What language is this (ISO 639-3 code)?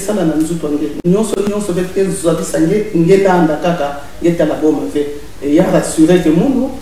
mkw